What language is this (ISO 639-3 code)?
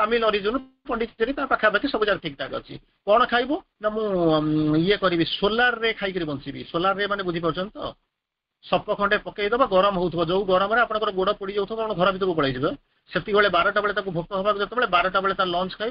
ori